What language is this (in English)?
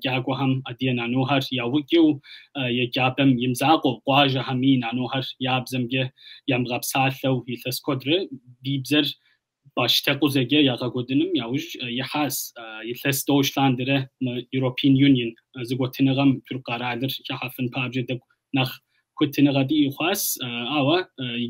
Kabardian